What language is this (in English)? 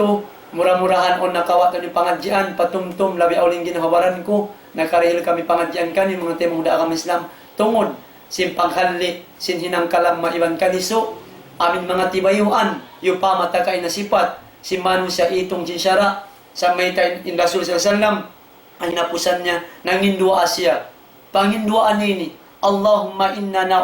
Tausug